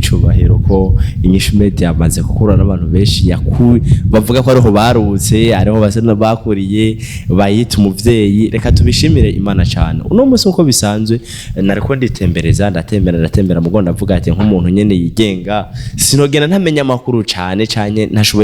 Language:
Rundi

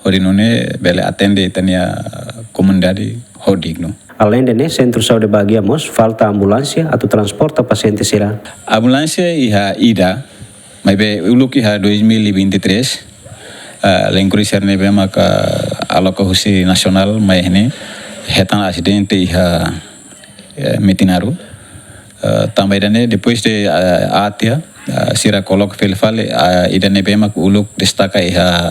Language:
Tetum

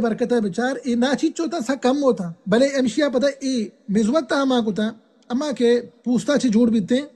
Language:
Baluchi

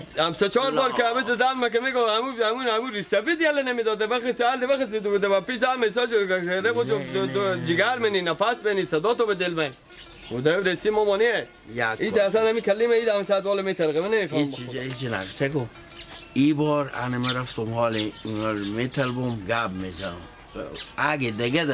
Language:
Persian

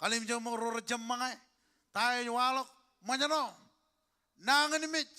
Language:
Marshallese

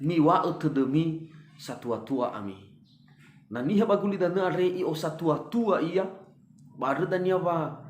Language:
Nias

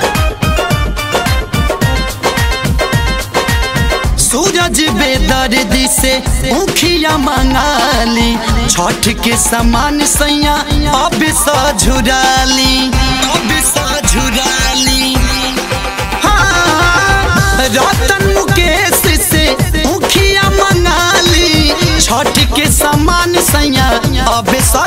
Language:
Bhojpuri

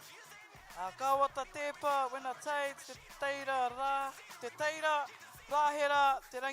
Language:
Māori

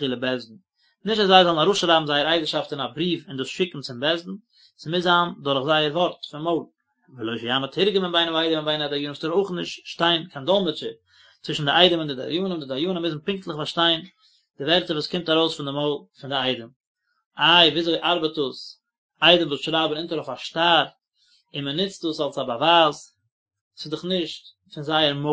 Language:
Yiddish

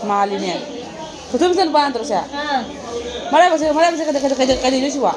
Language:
Manipuri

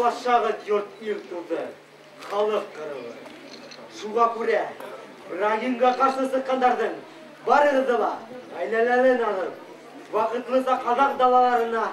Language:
Bashkir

